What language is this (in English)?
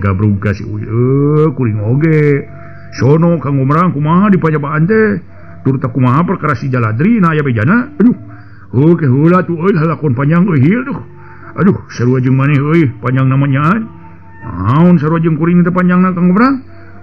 Sundanese